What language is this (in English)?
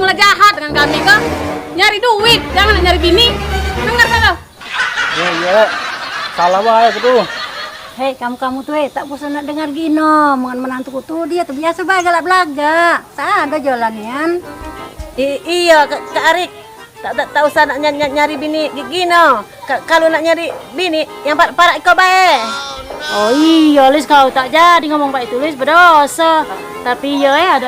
Musi